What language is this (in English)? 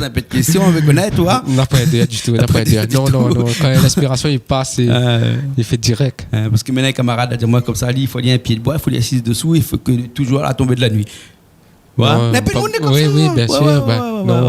Réunion Creole French